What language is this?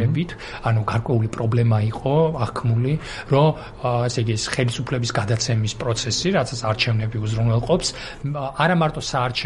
Georgian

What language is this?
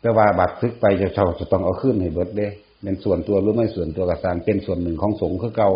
Northeastern Thai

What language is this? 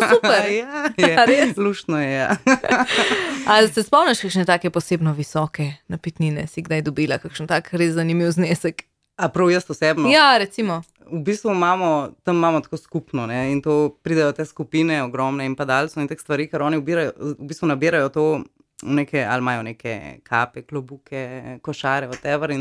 Slovenian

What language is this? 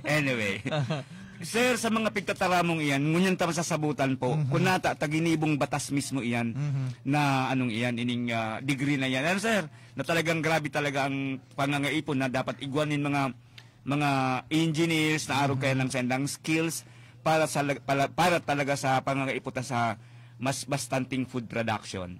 Bikol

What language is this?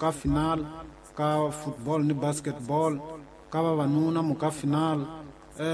Tsonga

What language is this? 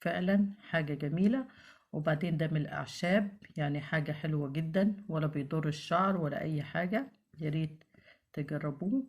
Egyptian Arabic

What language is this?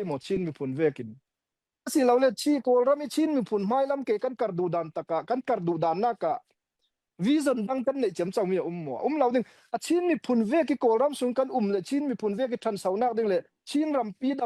Falam Chin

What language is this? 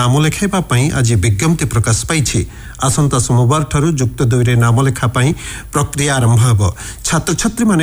Odia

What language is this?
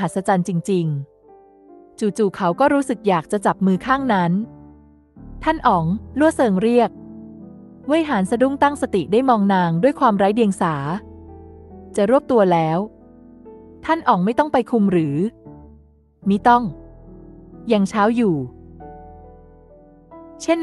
Thai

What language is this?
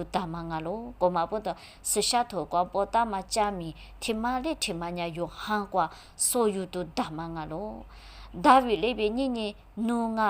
Lisu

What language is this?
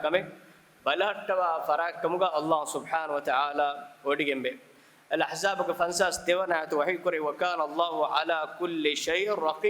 Divehi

